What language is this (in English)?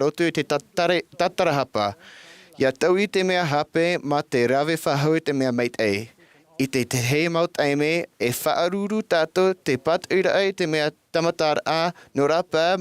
Tahitian